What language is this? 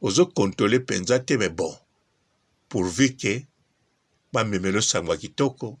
Lingala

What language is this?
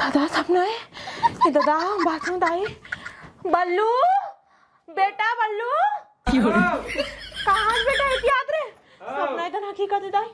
Chhattisgarhi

